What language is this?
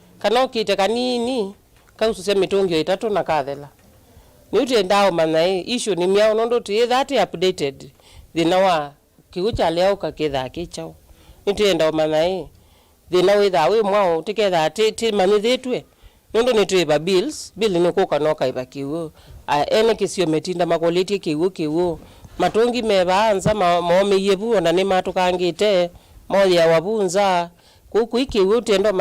Kamba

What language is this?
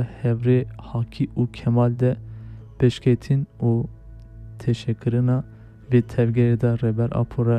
Kurdish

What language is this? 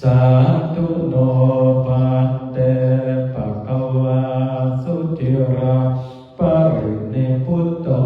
Pali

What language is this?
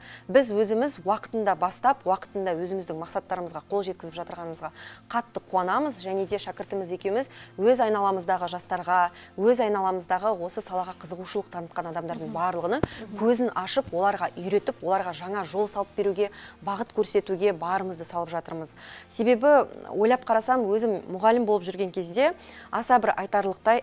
Kazakh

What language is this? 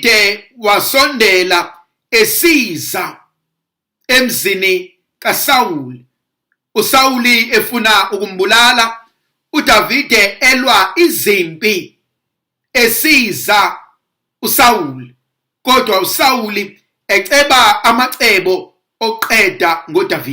Zulu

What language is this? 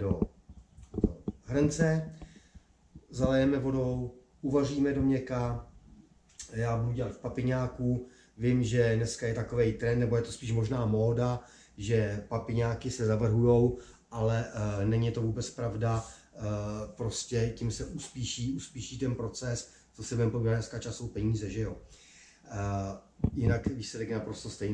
Czech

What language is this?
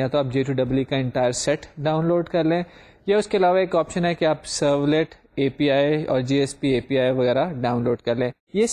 Urdu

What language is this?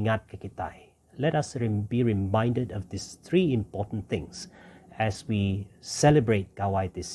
Iban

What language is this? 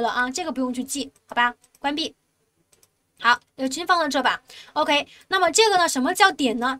Chinese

